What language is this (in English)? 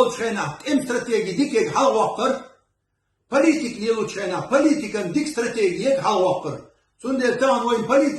Chechen